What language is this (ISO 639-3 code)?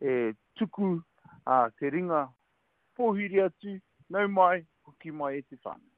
mri